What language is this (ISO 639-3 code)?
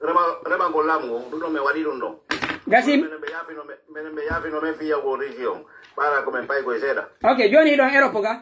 fuf